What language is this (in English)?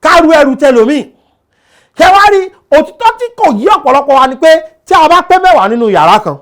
Yoruba